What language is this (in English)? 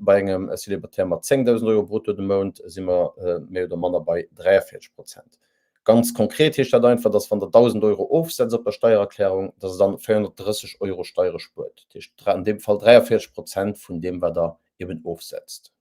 Luxembourgish